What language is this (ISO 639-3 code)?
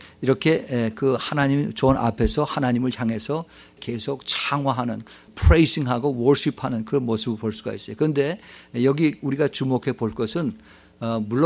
kor